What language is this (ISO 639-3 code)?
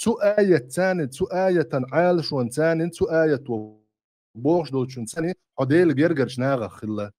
che